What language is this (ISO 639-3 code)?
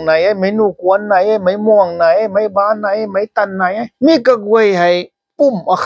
nbu